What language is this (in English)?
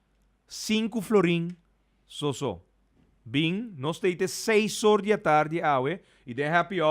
Papiamento